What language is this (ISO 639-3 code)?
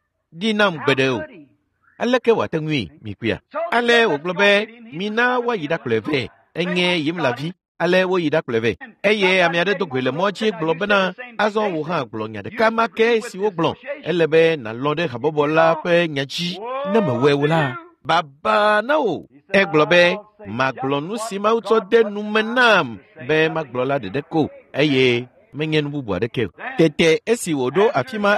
ewe